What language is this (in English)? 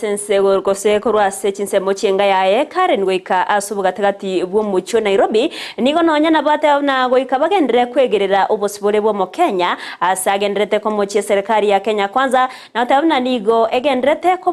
Gusii